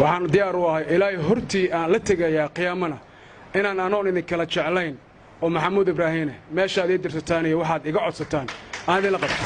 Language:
Somali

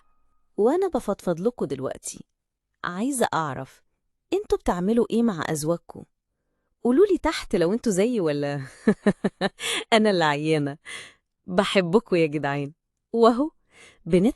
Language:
Egyptian Arabic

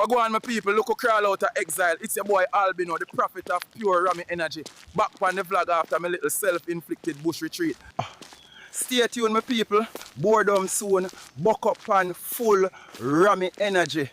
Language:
Jamaican Creole English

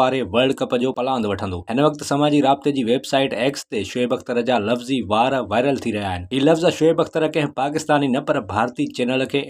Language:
Sindhi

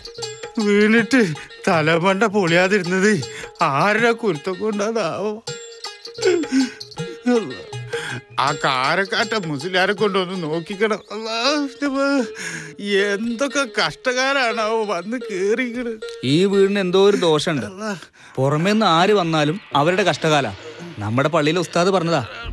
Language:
Malayalam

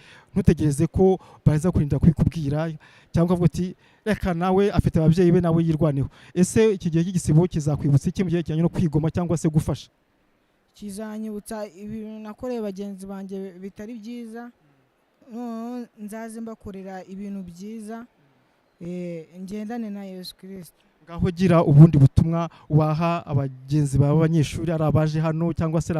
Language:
Kinyarwanda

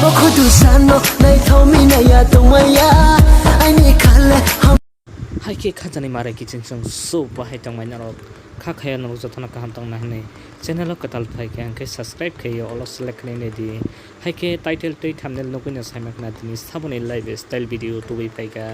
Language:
Kok Borok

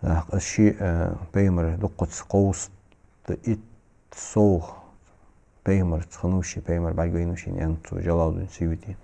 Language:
Ingush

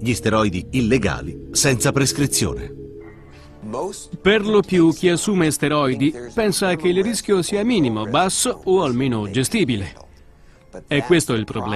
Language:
Italian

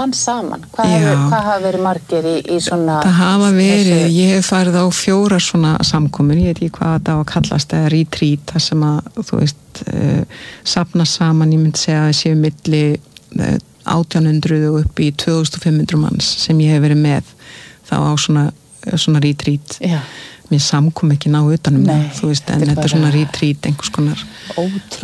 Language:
Icelandic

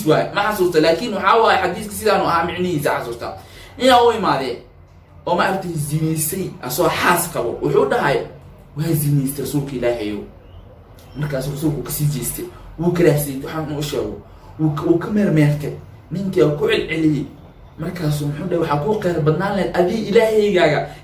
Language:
Somali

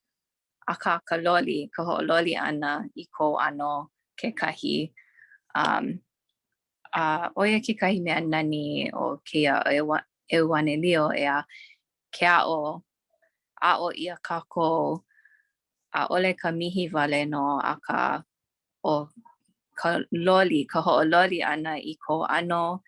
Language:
Hawaiian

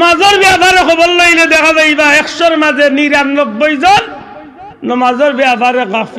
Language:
Sylheti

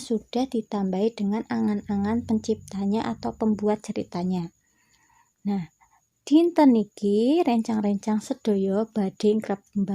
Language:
Javanese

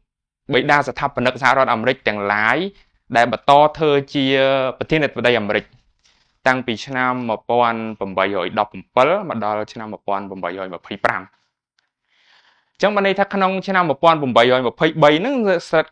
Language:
Khmer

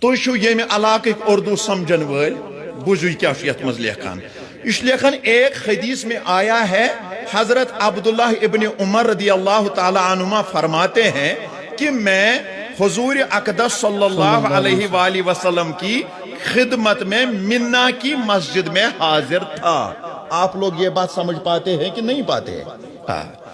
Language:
Kashmiri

